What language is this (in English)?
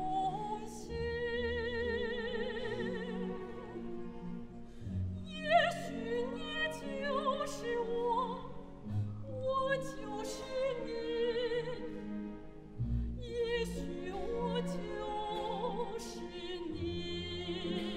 Chinese